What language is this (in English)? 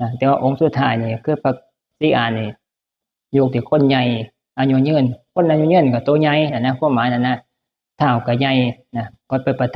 Northeastern Thai